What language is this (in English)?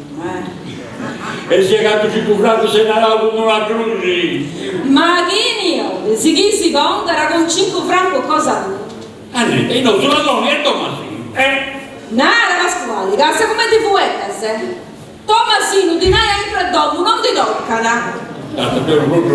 Sardinian